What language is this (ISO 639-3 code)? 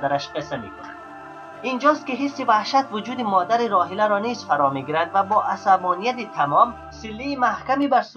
fas